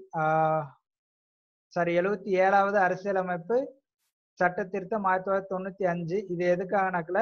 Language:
Tamil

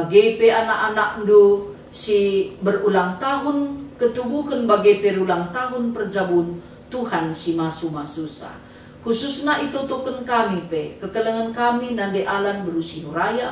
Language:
Batak Karo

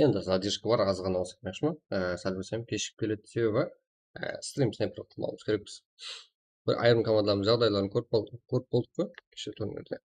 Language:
Kara-Kalpak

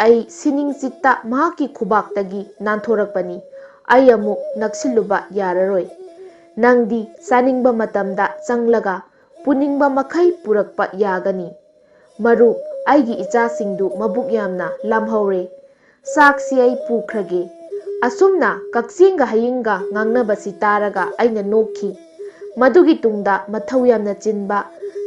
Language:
Manipuri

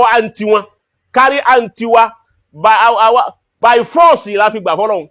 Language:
Yoruba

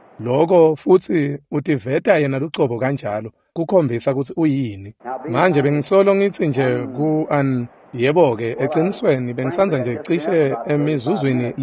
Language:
Swati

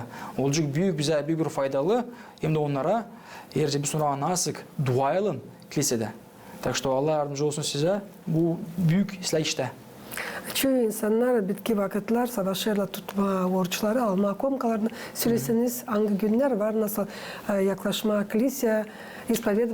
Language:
Gagauz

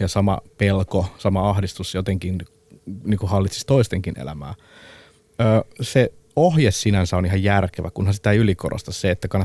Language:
Finnish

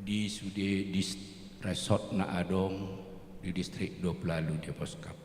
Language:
Batak Toba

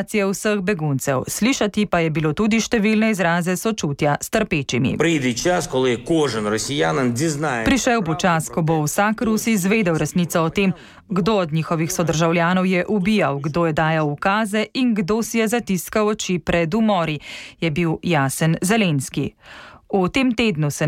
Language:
Slovenian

